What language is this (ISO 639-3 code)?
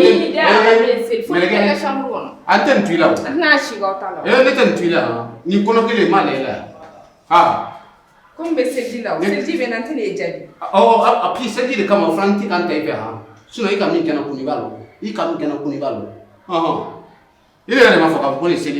bam